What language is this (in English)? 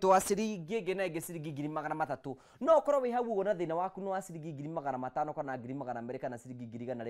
Kikuyu